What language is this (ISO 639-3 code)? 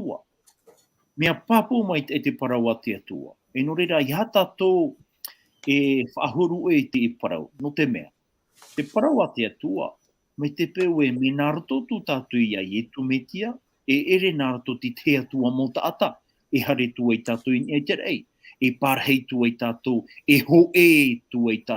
tah